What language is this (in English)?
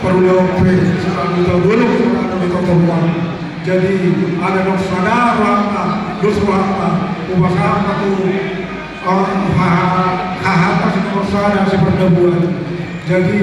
Batak Toba